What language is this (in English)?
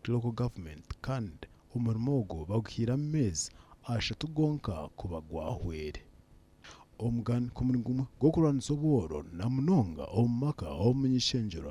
Nyankole